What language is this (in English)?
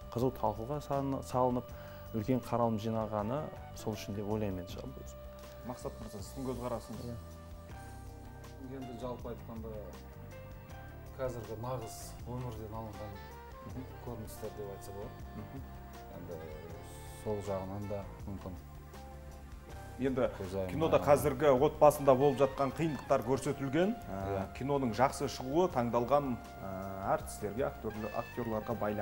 Kazakh